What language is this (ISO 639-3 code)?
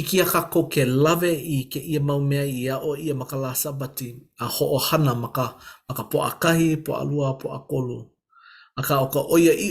haw